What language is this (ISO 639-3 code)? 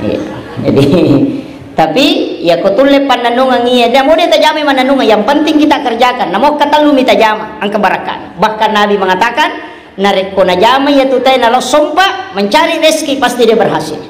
bug